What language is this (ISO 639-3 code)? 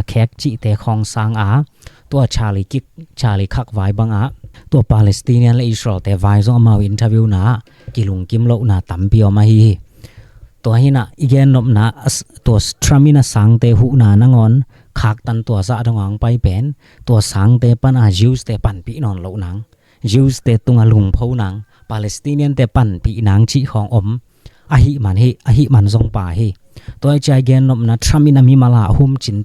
ctd